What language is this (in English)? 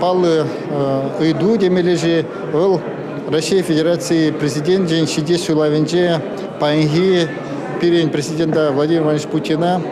Chuvash